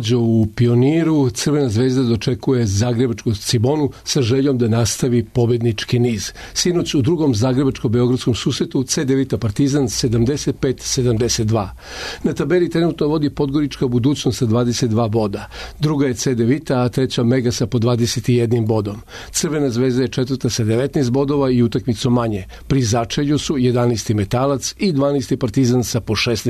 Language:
Serbian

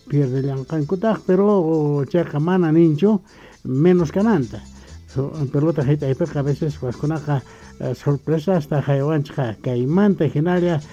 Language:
South Bolivian Quechua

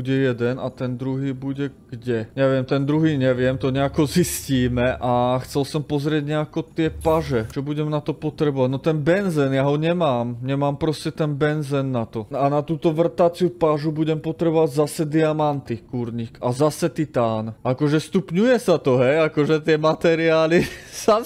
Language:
Slovak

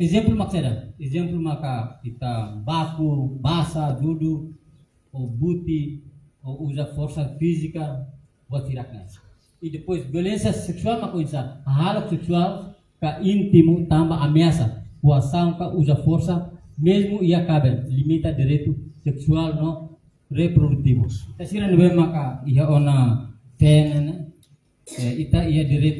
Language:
Tetum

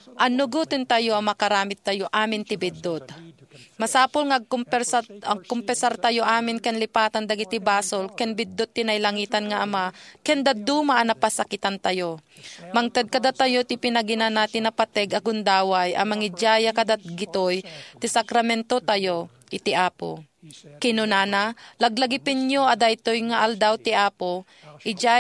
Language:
Iloko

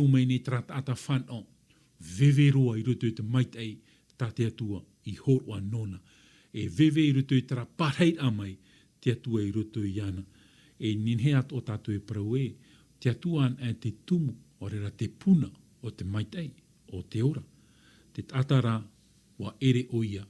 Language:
Tahitian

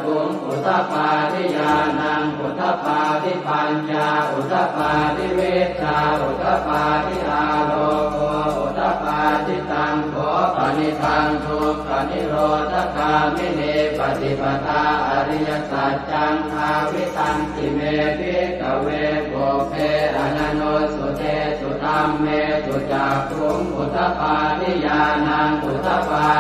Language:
Pali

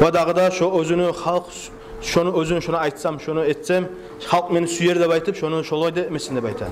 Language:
Kumyk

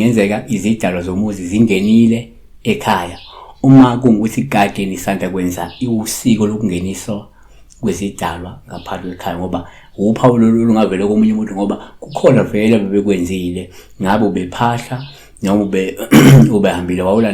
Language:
Zulu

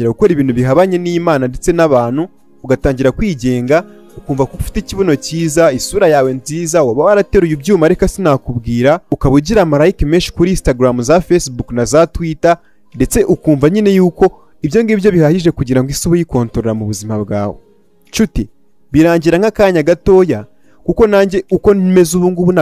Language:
Kinyarwanda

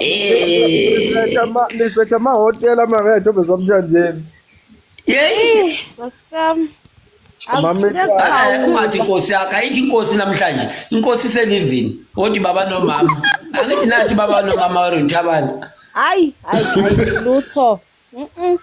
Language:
Zulu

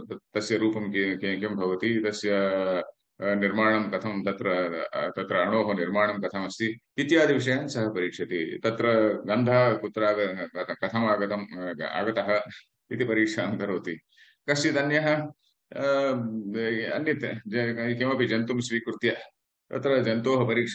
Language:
Sanskrit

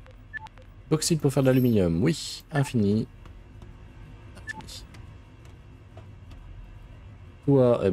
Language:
French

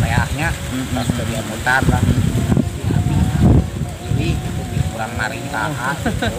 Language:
Sundanese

